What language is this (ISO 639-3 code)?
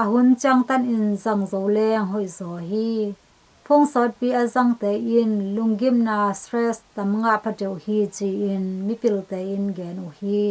ctd